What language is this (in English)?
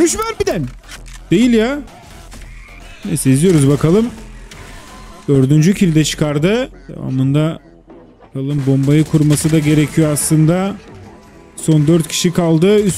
Turkish